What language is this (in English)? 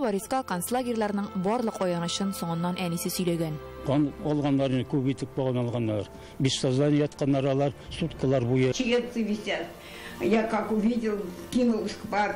Tatar